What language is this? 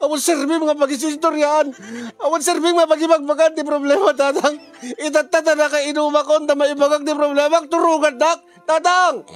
Iloko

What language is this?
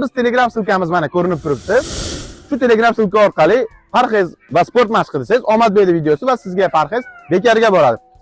Uzbek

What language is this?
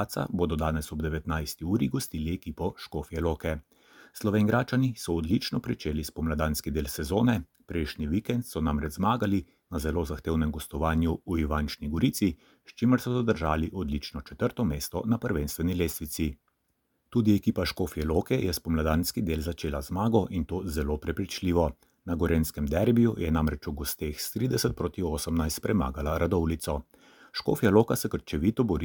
Slovenian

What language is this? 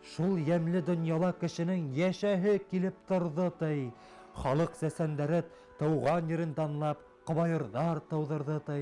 Bashkir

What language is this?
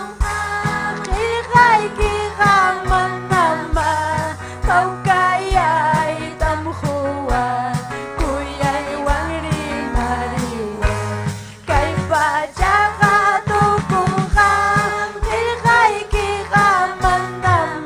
Ayacucho Quechua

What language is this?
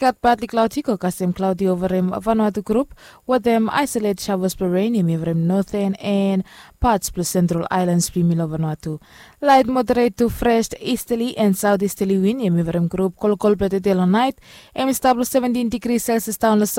Bislama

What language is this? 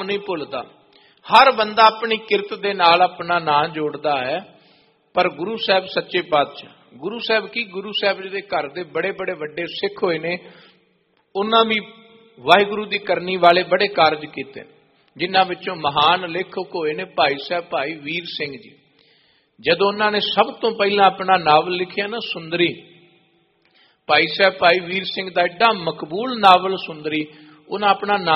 Punjabi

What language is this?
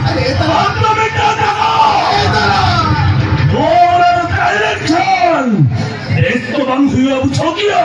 Santali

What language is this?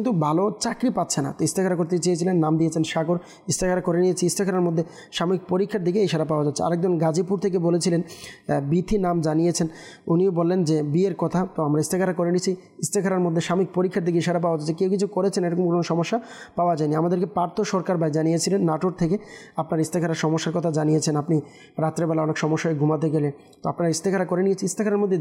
Bangla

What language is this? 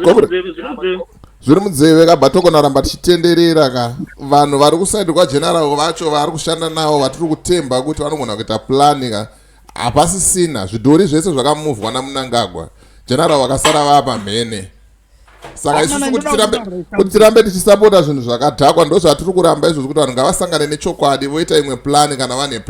Shona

